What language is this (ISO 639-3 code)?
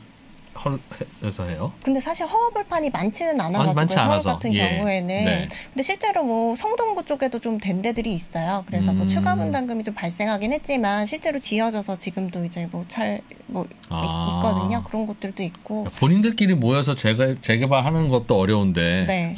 kor